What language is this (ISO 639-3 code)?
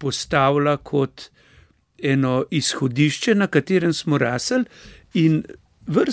slv